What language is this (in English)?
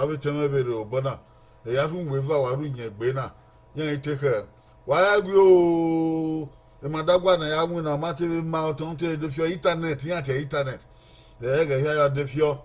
Bini